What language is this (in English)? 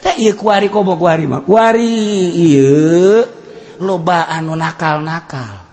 Sundanese